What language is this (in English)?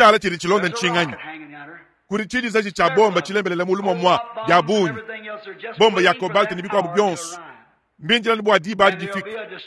Luba-Lulua